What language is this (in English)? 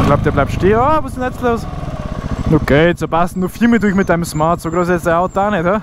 Bavarian